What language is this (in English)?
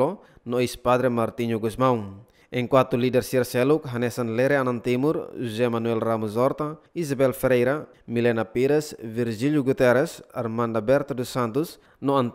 Tetum